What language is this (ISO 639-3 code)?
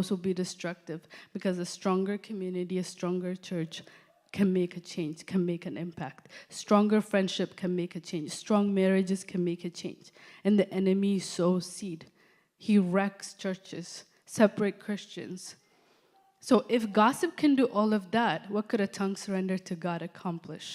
eng